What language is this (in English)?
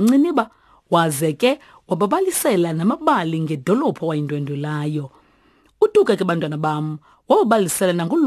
Xhosa